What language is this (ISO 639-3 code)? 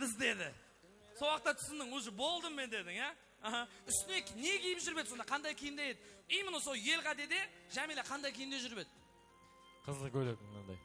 kaa